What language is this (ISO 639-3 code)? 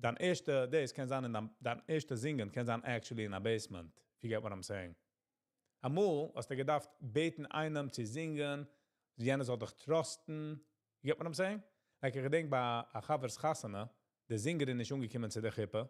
yid